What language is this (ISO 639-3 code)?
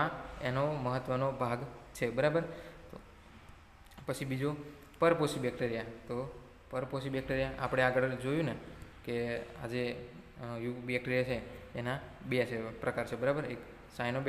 guj